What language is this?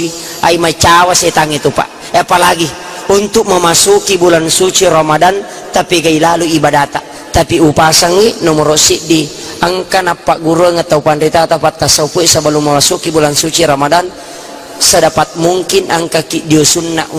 Buginese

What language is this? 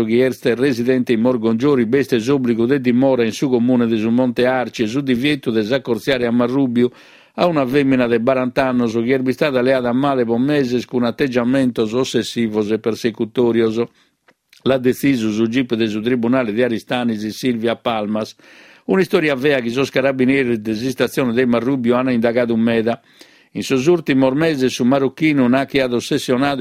Sardinian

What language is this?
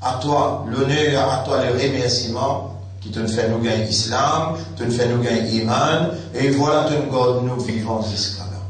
Morisyen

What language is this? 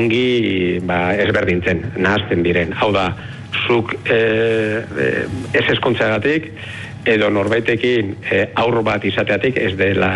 Basque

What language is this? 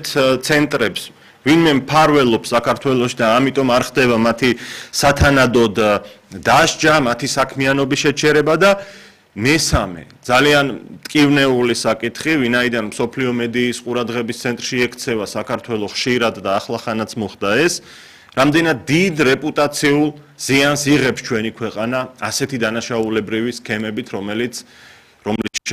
Georgian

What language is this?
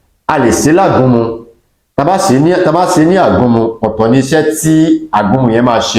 Yoruba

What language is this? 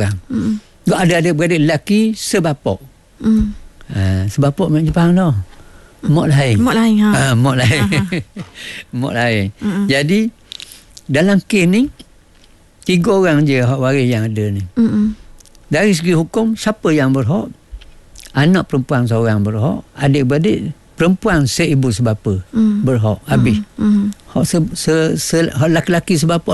Malay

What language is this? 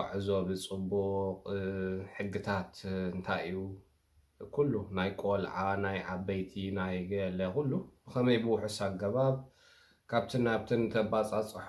Tigrinya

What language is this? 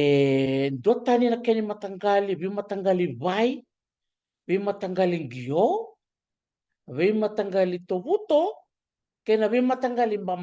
Fijian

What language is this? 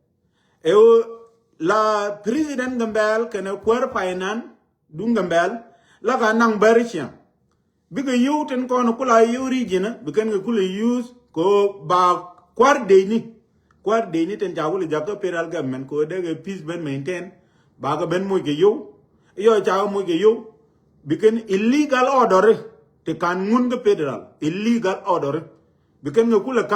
Nuer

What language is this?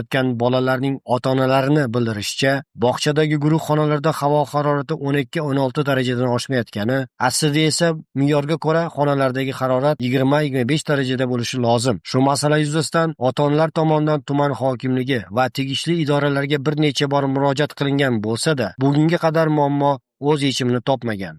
Uzbek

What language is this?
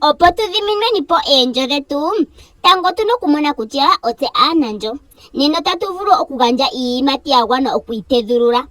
Ndonga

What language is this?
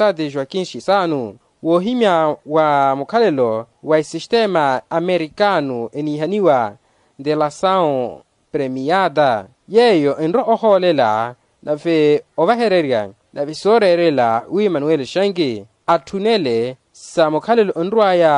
Makhuwa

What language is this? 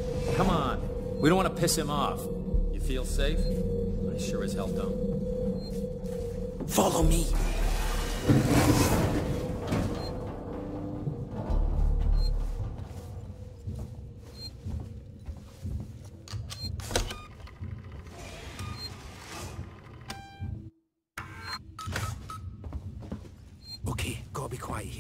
English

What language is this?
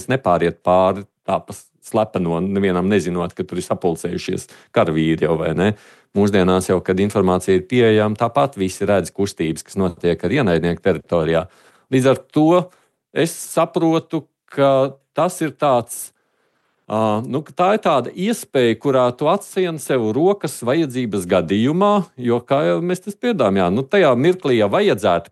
Latvian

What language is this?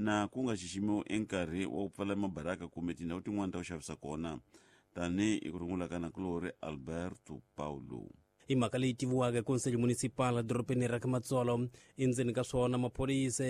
Tsonga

